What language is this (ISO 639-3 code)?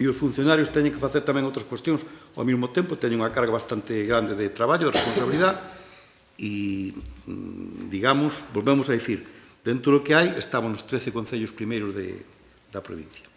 glg